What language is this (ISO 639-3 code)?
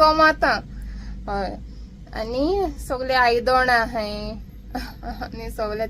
kok